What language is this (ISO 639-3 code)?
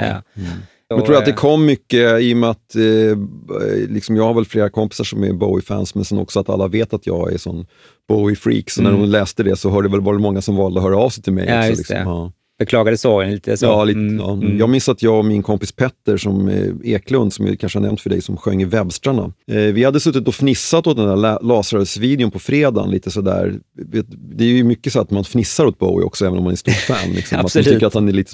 swe